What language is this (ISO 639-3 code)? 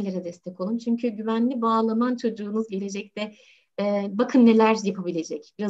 tur